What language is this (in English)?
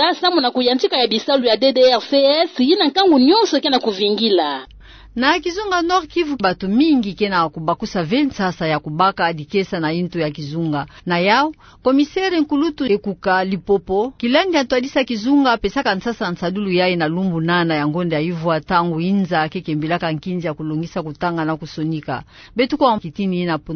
Kituba (Democratic Republic of Congo)